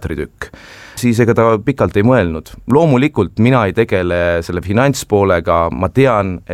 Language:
Estonian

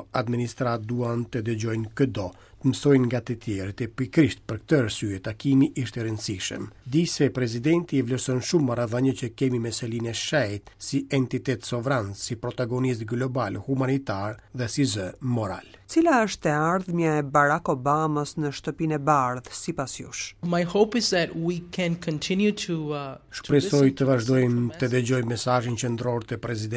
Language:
Albanian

